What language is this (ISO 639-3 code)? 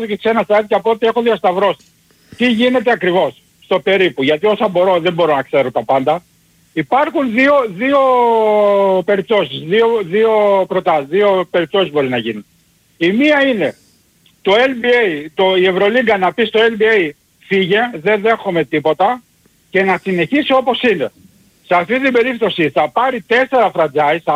ell